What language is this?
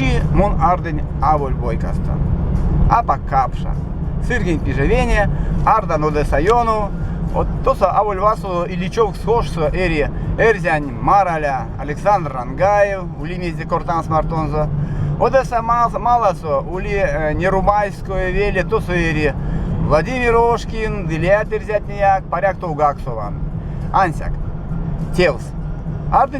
Erzya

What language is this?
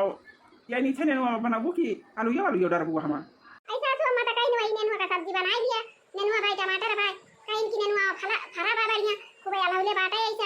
Awadhi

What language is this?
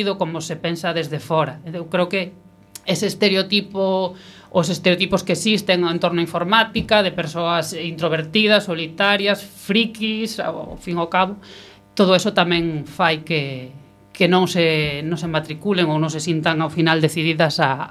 Galician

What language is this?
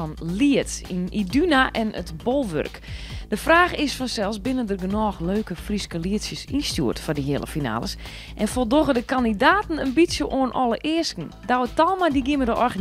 Western Frisian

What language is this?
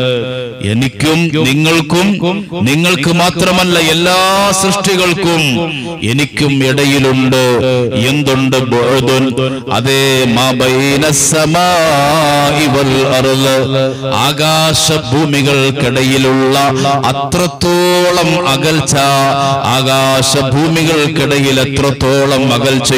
Malayalam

